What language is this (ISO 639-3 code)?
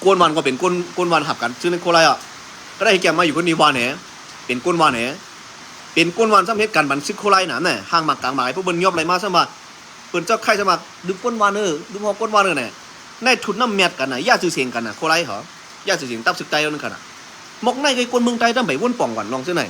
shn